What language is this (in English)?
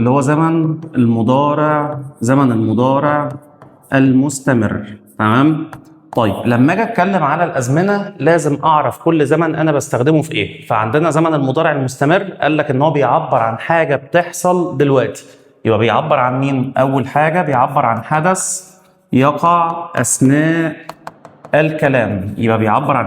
Egyptian Arabic